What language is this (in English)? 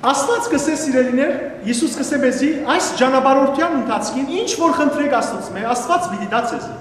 Western Armenian